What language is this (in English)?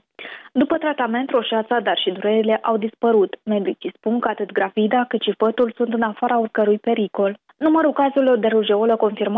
Romanian